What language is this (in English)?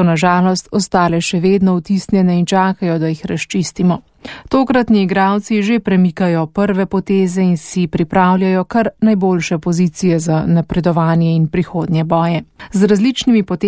Slovenian